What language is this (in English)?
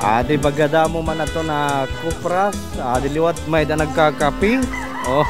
Waray